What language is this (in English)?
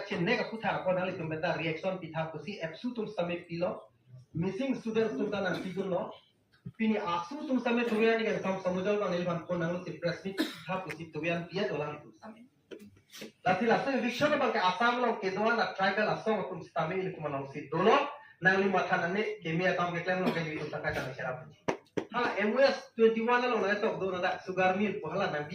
Karbi